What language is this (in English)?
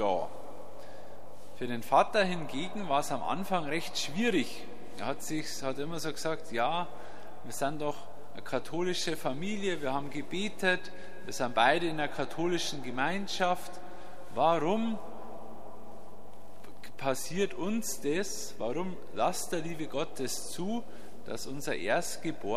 German